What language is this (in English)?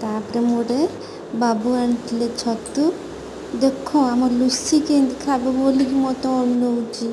Odia